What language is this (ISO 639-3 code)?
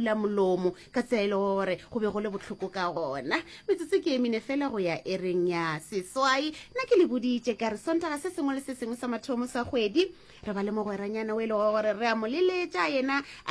nso